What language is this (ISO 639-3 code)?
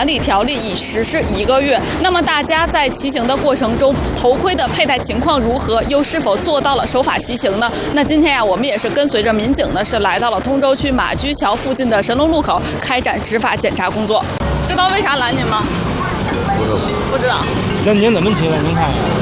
zho